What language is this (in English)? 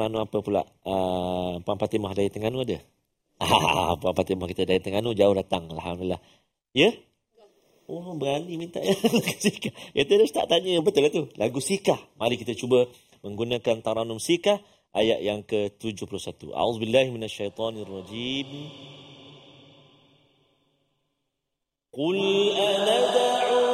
Malay